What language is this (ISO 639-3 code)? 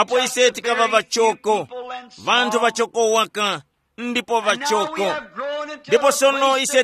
tum